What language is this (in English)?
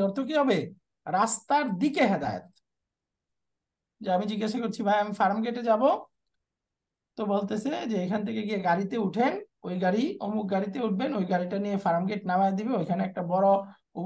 Bangla